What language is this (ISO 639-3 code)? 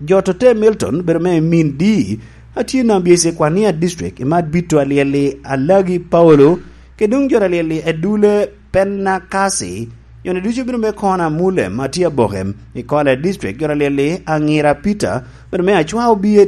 laj